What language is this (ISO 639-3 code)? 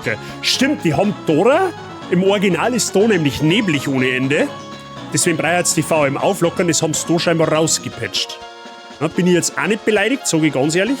bar